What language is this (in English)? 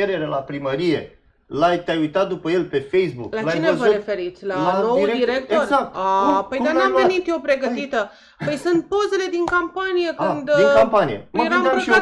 Romanian